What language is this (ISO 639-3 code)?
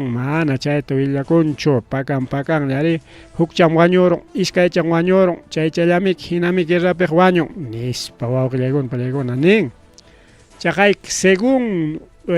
quy